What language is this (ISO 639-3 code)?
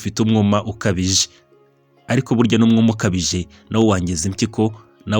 kin